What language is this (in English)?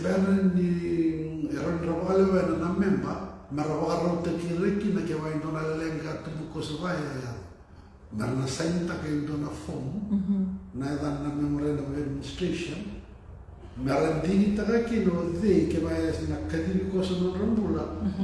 Fijian